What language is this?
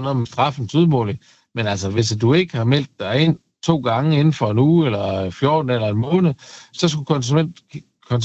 Danish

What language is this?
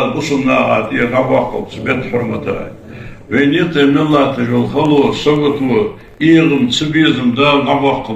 Ingush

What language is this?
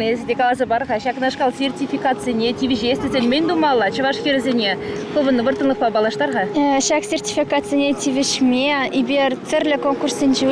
Chuvash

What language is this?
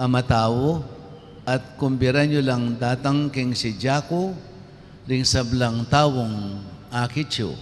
Pampanga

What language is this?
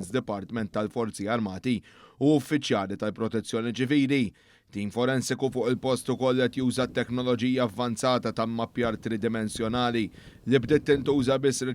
Maltese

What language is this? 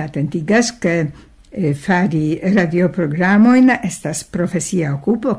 Esperanto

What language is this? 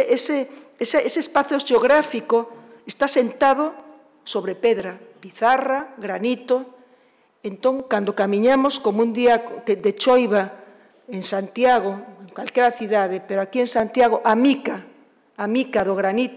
Galician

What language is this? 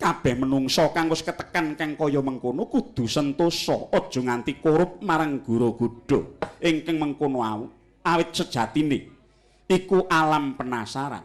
Javanese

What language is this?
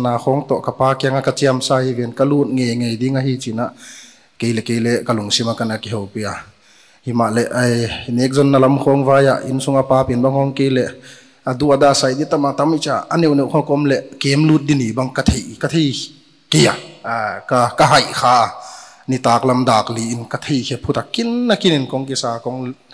Paite Chin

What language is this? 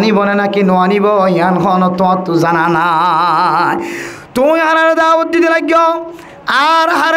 Rohingya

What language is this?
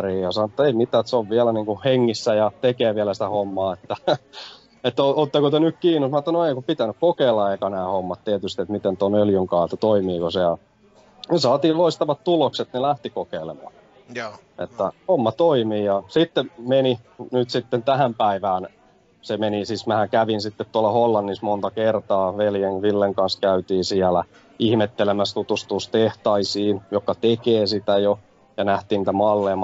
Finnish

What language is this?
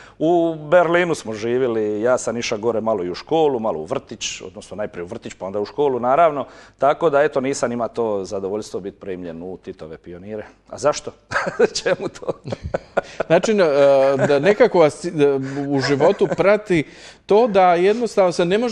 Croatian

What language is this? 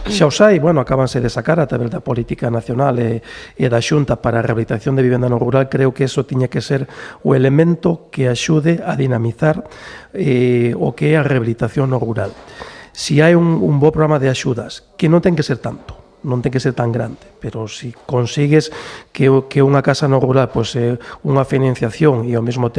Galician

